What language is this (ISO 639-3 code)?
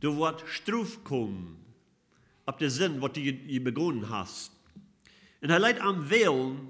pdt